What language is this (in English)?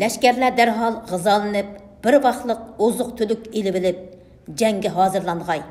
Uyghur